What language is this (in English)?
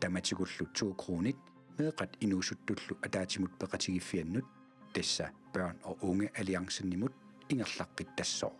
Kalaallisut